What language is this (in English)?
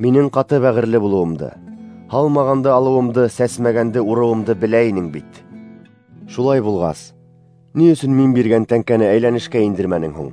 Bashkir